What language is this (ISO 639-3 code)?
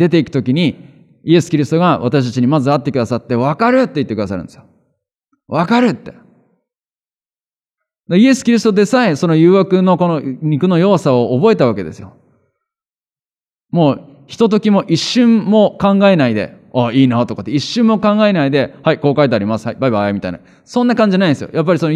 jpn